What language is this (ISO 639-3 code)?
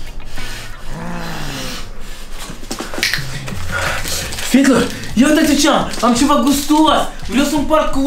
ron